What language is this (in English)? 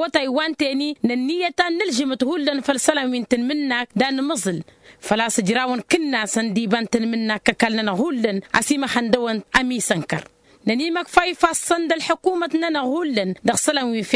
Tamasheq